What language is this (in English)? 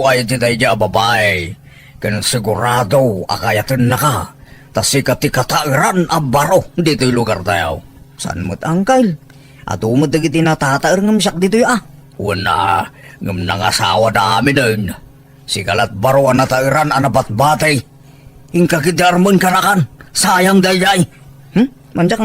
Iloko